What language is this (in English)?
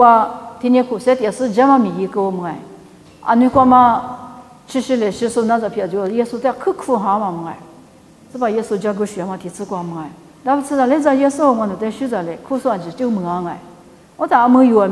Lisu